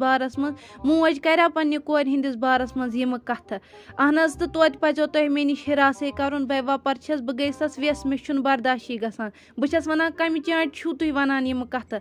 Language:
Kashmiri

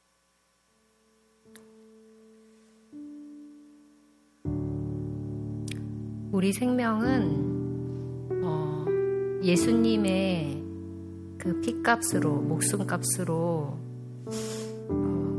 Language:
Korean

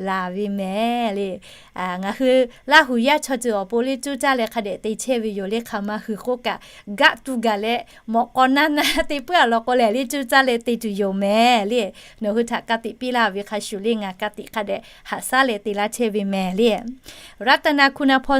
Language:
Lahu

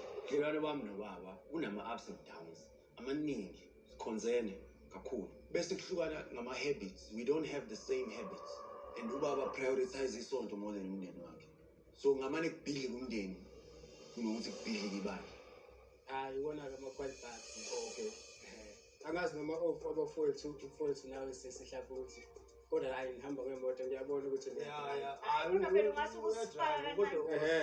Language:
Zulu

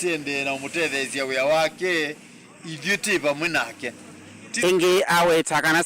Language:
Kamba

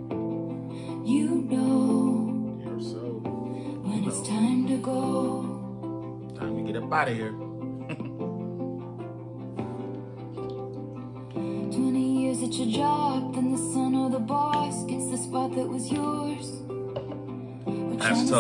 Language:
English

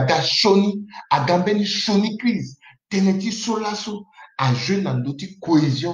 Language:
Sango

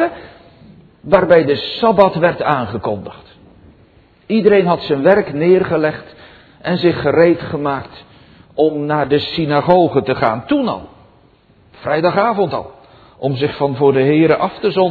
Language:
Dutch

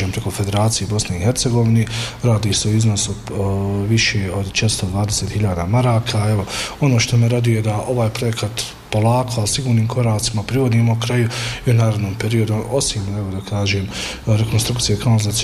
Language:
Bosnian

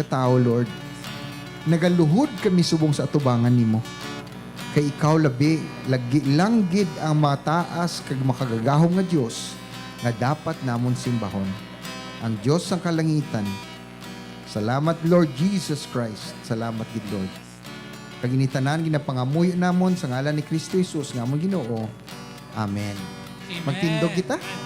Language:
Hiligaynon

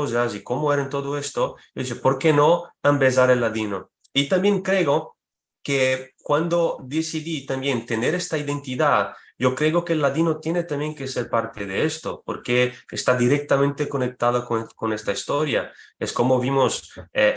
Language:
Ladino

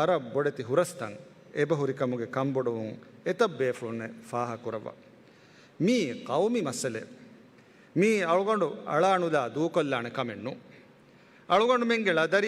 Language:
Divehi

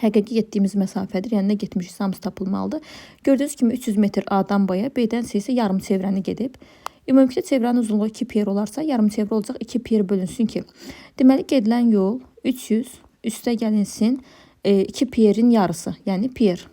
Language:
Azerbaijani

